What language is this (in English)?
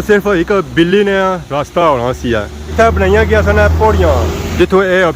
Pahari-Potwari